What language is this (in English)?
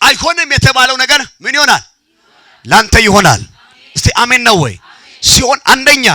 Amharic